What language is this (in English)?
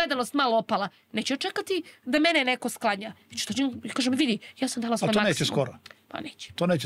Serbian